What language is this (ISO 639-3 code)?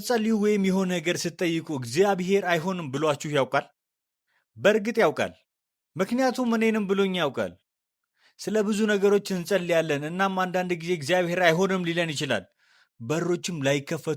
amh